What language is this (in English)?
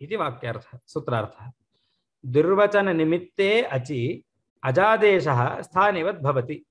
Sanskrit